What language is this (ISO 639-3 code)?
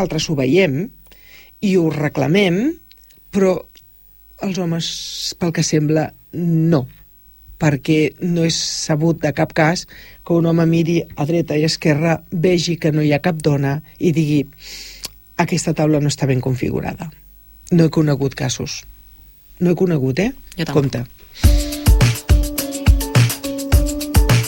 cat